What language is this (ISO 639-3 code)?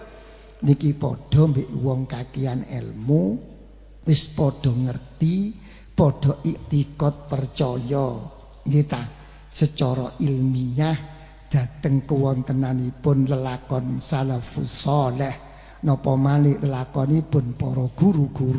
jav